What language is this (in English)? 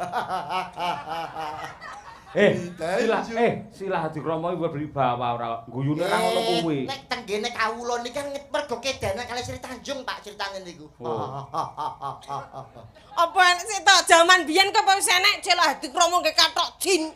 Javanese